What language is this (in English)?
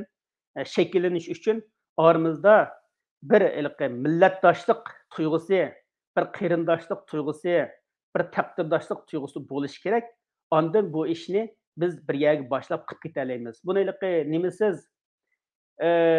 Uyghur